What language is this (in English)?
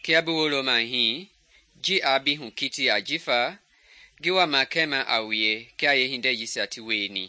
Mende